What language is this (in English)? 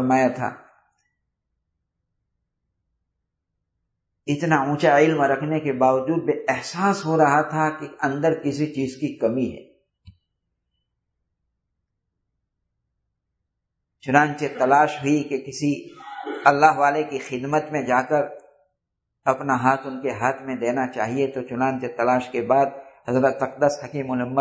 Urdu